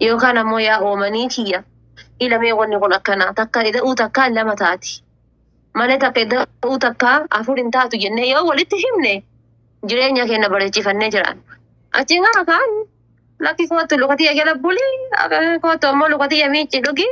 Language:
Oromo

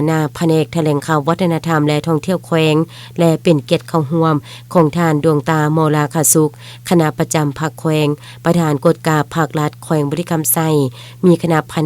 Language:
Lao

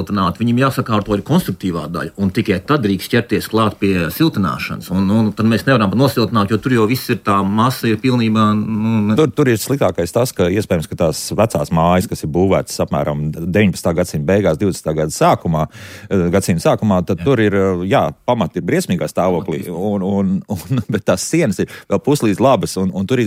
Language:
Latvian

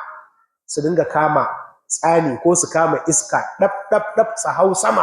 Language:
Hausa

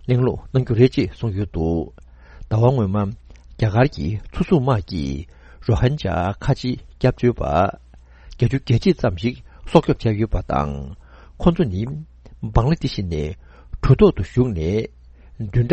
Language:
Tibetan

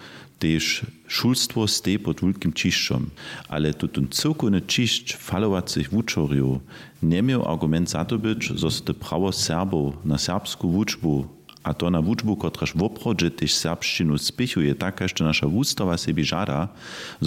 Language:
Upper Sorbian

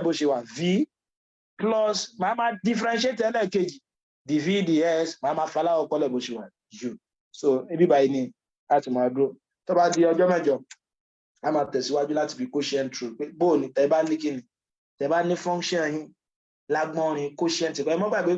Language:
Yoruba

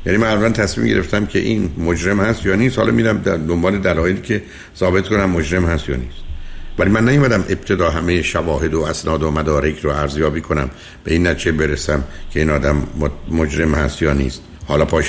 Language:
Persian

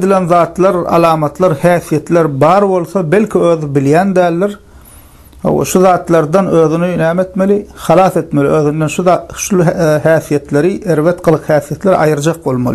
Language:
Turkmen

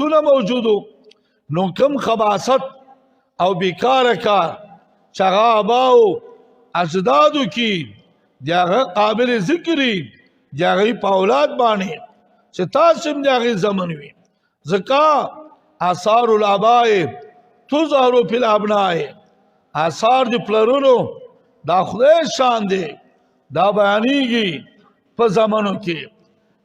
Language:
Pashto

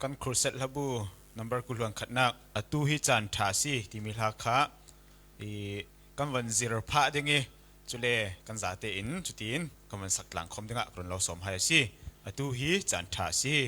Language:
Falam Chin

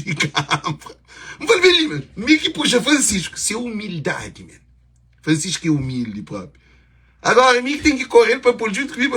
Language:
Kabuverdianu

